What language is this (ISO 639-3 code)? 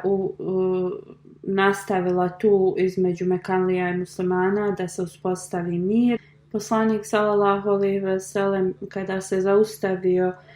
bos